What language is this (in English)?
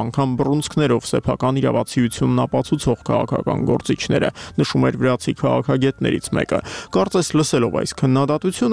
Armenian